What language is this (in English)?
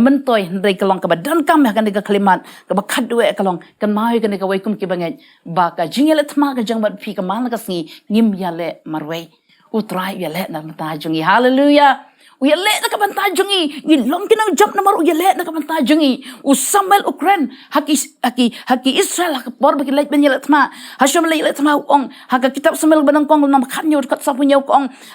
Khasi